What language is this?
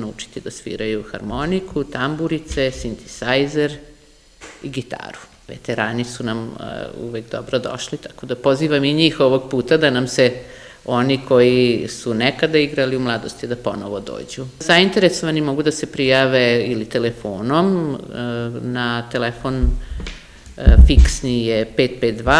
Serbian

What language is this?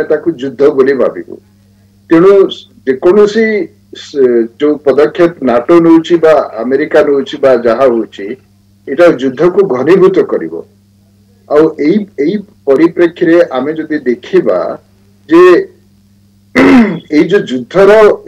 Odia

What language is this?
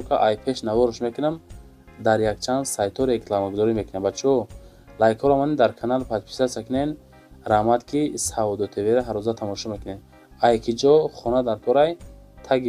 Tajik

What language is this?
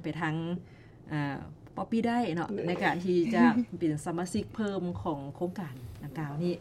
Lao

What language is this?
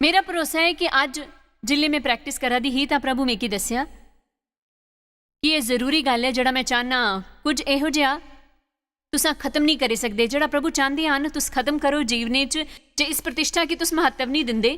Dogri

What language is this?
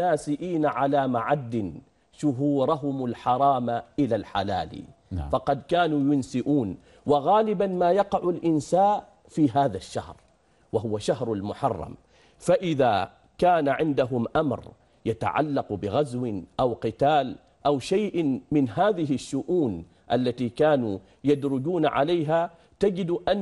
Arabic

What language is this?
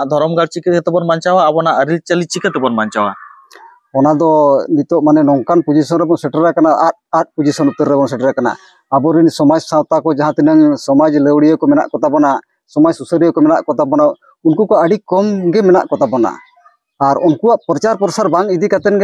Santali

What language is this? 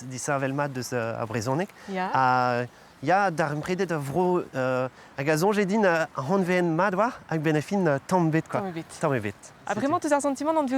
Breton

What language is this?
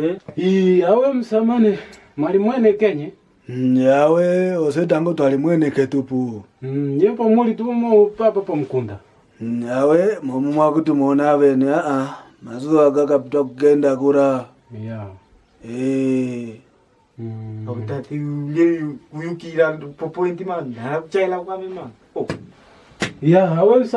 Kwangali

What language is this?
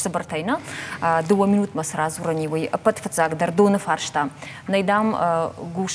Ossetic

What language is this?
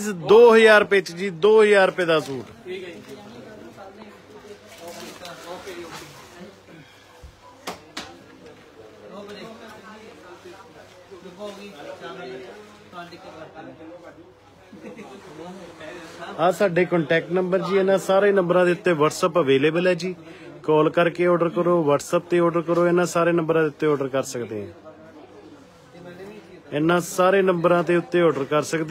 Punjabi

